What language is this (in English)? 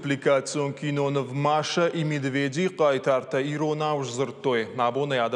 Ossetic